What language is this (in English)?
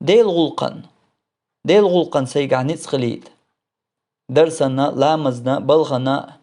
Chechen